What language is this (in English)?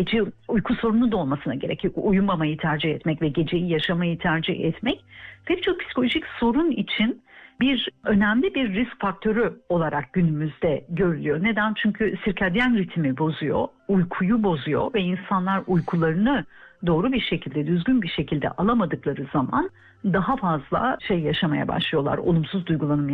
Turkish